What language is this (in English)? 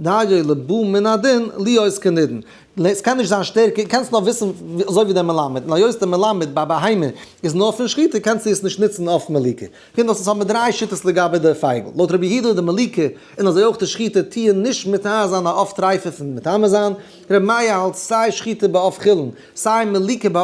Yiddish